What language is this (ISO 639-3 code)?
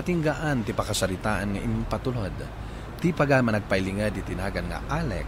ilo